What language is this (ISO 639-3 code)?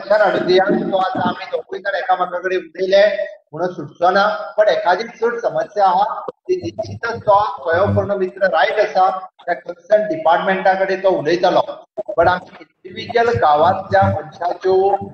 kok